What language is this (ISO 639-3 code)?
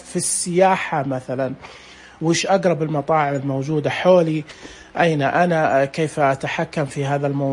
ars